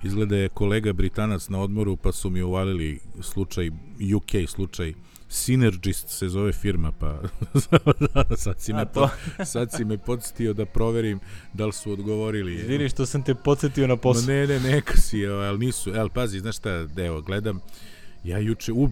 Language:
Serbian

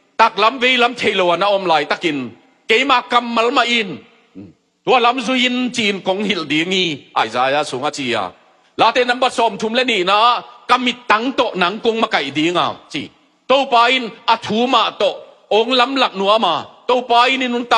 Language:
Tedim Chin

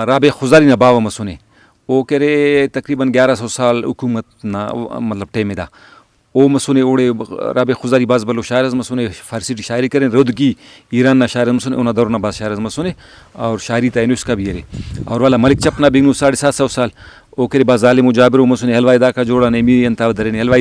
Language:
Brahui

